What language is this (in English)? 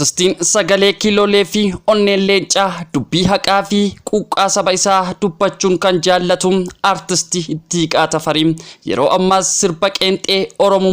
Oromo